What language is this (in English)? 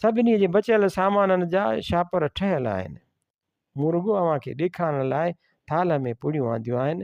Sindhi